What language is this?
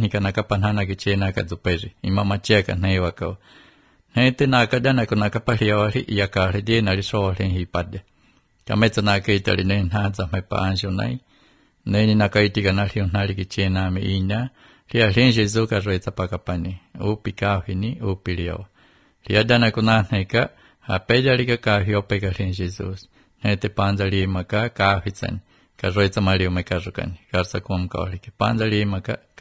Slovenian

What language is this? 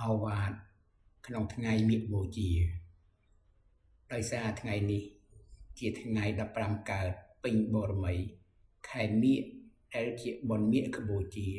Khmer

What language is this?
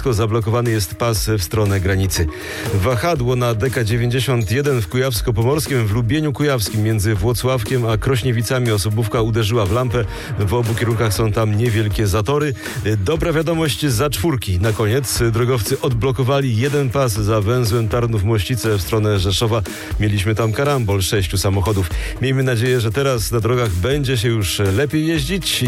Polish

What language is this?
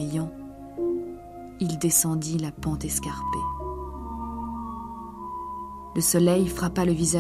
French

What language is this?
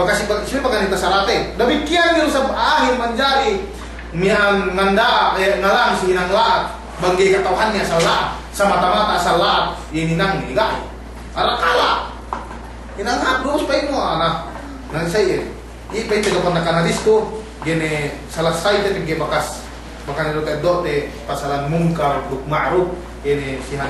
Yakan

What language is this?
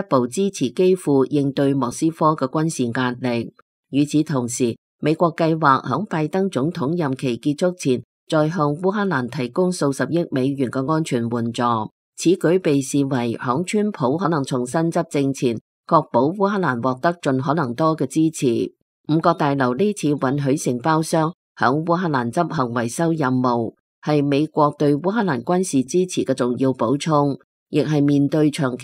Cantonese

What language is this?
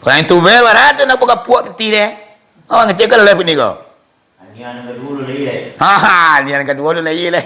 Minangkabau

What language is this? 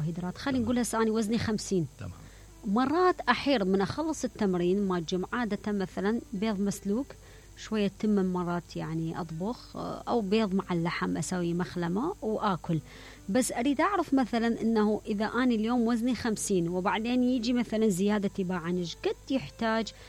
Mesopotamian Arabic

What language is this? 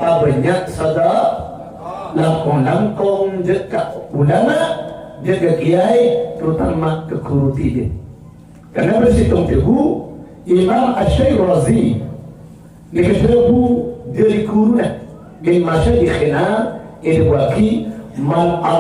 Madurese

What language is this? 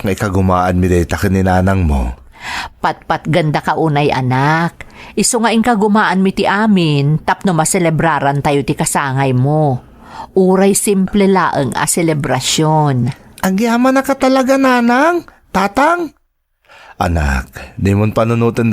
Iloko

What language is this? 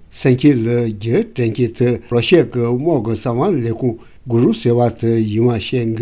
Tibetan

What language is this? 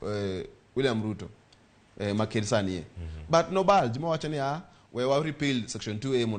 Luo (Kenya and Tanzania)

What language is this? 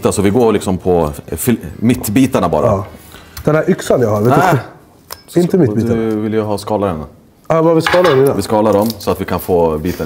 Swedish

